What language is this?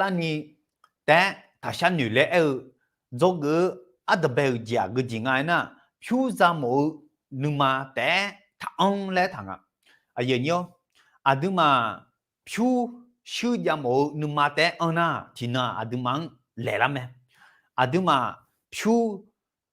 Akha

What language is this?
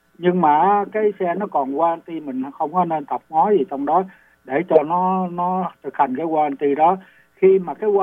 Vietnamese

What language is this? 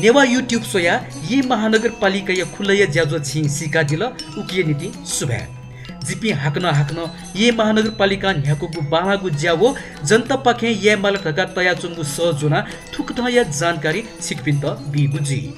Newari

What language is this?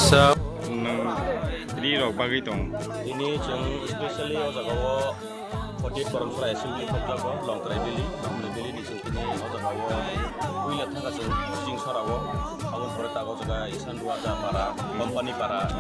Kok Borok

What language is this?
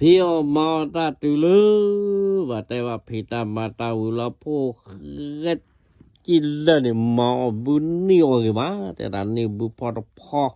S'gaw Karen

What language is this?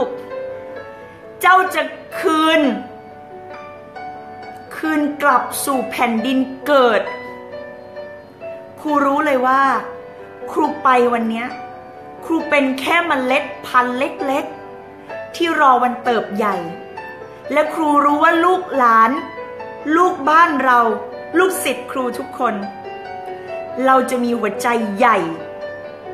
Thai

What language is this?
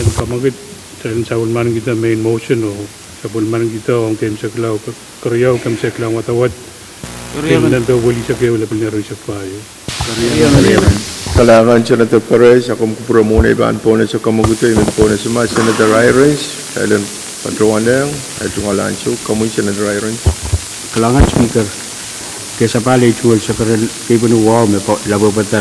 Pohnpeian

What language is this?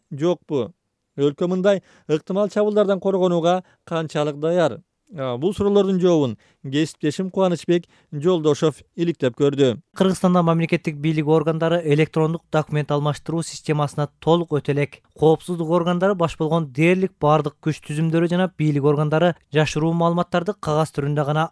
Kyrgyz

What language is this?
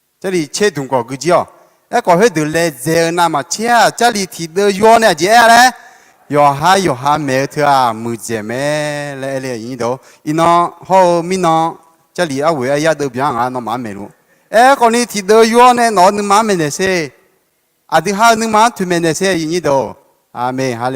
Akha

